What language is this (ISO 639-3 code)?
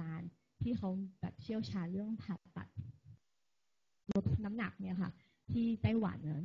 tha